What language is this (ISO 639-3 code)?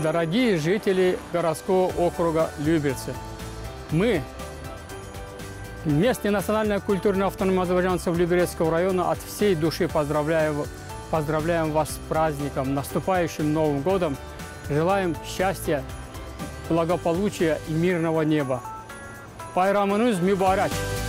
rus